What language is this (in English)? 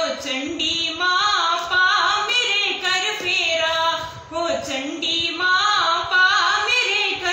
Dogri